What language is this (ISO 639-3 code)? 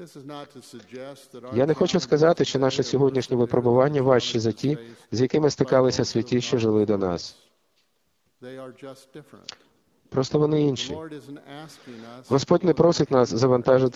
ukr